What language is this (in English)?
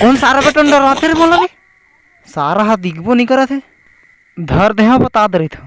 Chhattisgarhi